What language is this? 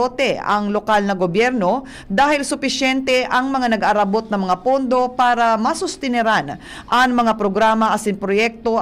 Bikol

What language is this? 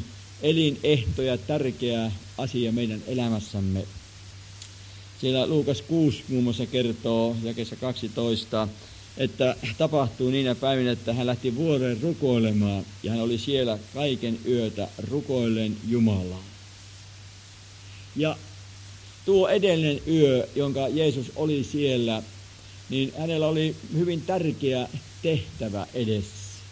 Finnish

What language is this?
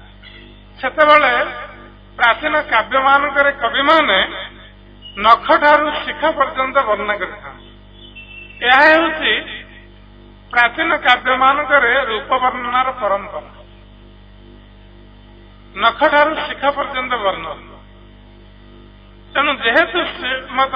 Odia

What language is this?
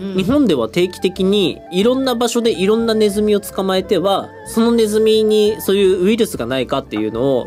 Japanese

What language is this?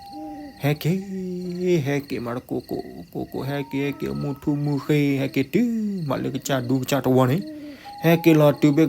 S'gaw Karen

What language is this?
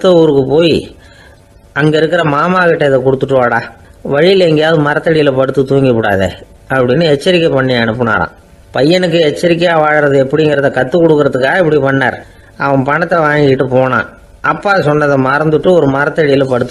Tamil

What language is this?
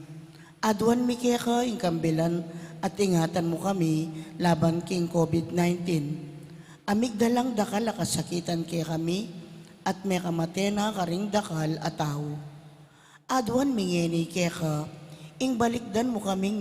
Pampanga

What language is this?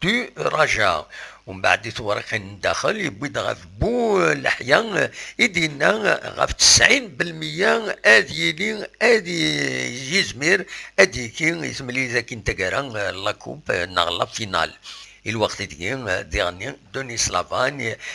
Kabyle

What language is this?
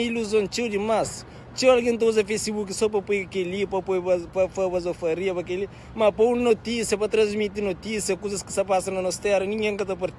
Kabuverdianu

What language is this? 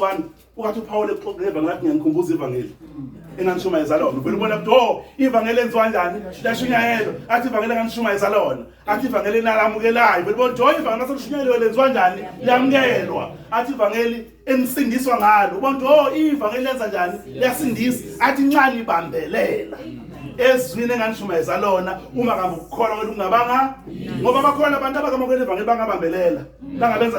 Zulu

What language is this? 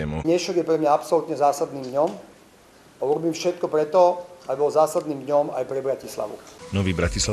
Slovak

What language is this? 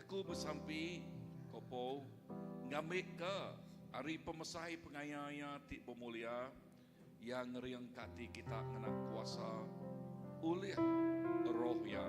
Iban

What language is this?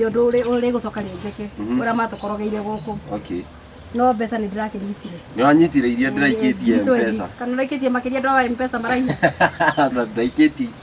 Kikuyu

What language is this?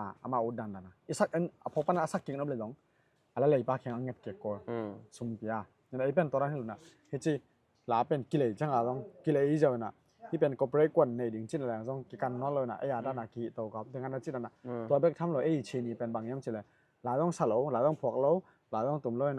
Tedim Chin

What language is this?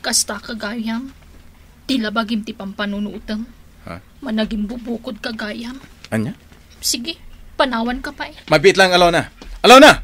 Iloko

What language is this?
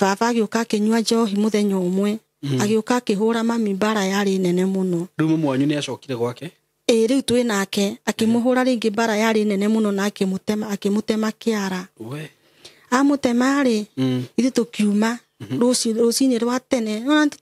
Kikuyu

